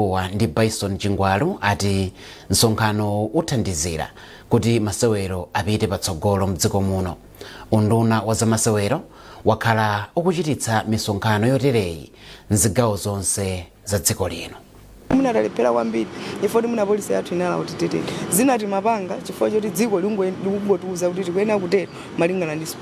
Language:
Nyanja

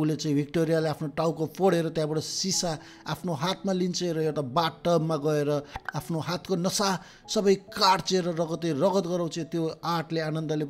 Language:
Nepali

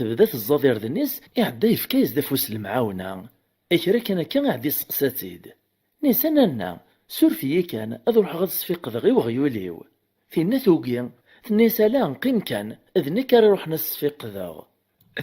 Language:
Kabyle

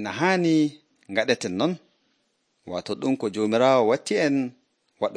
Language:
Nigerian Fulfulde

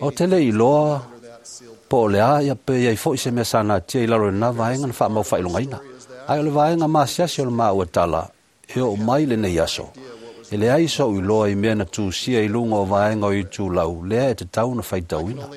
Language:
Samoan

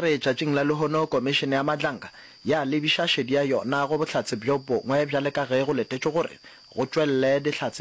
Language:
Northern Sotho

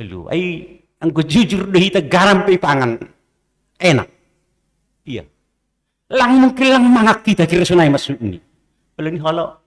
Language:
Batak Simalungun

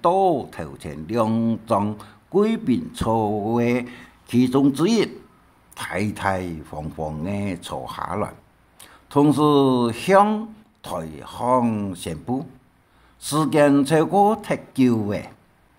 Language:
Hakka Chinese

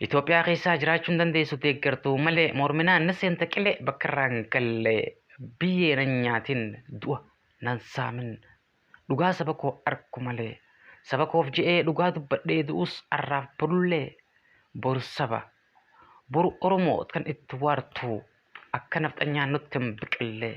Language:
Oromo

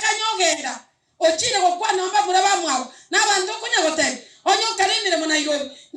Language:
Gusii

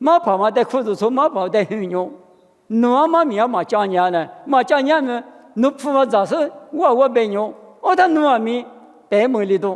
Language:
Lisu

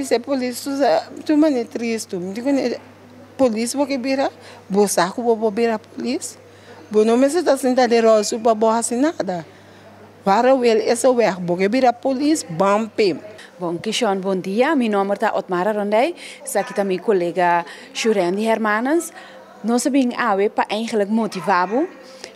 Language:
Papiamento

